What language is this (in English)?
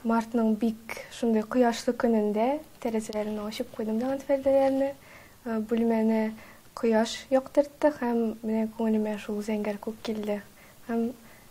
Tatar